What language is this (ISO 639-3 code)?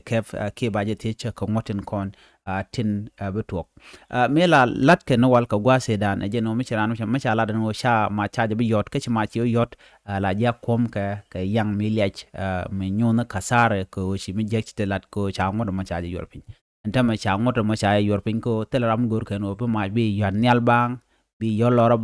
nus